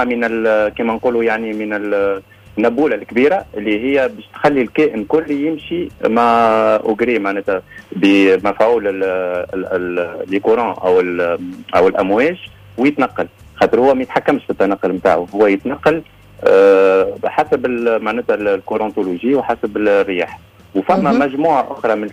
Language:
Tunisian Arabic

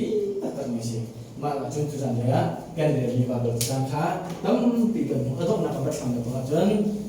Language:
Hakha Chin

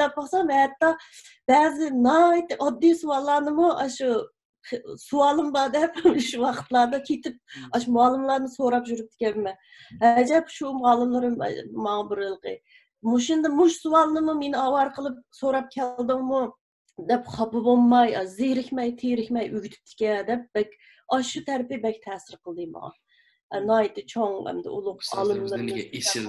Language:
Uyghur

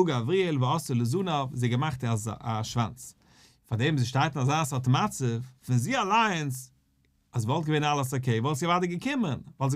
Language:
Yiddish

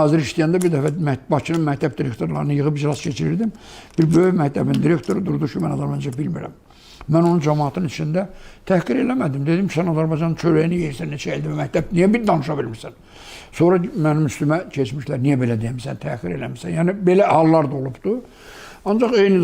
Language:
Azerbaijani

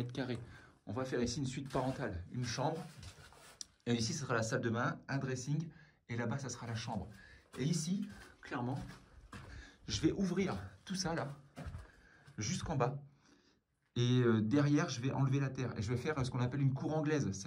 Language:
French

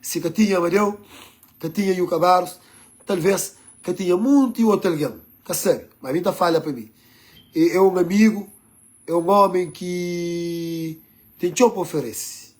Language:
Kabuverdianu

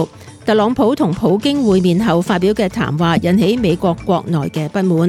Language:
Cantonese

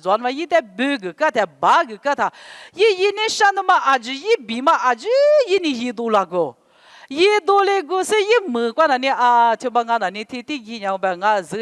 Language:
Lisu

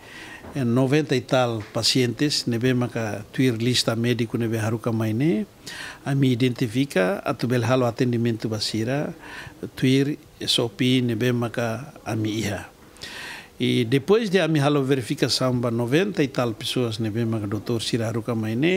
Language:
Tetum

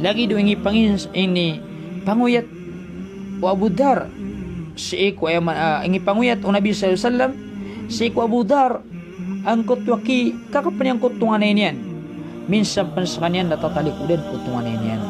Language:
Maranao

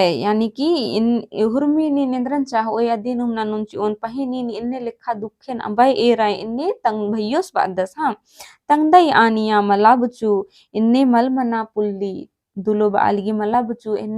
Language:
Kurukh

